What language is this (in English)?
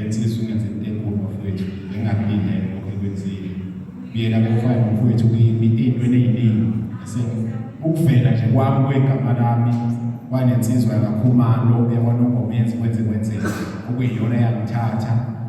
Zulu